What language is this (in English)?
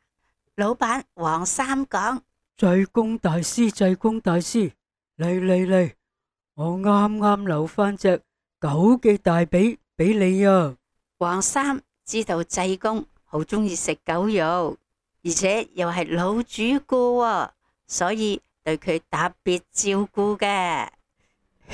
Cantonese